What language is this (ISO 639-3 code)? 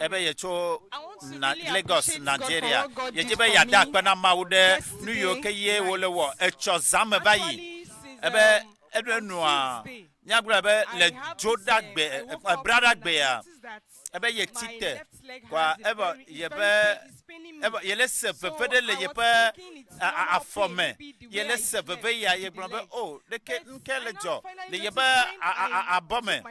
ewe